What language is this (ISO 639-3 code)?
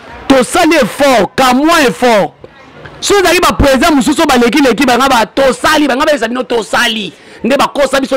lin